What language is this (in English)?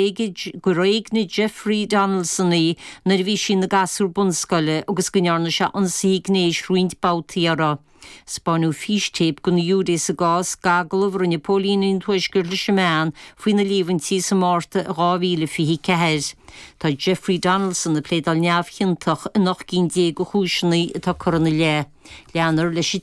Irish